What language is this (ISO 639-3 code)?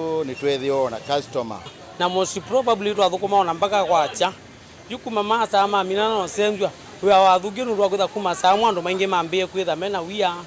kam